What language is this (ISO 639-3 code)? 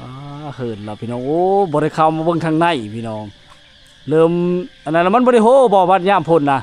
lao